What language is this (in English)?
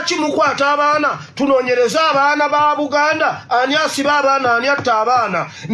Ganda